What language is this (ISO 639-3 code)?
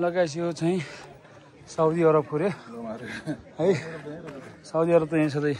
nep